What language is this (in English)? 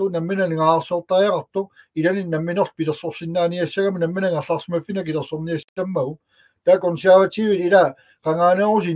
Kalaallisut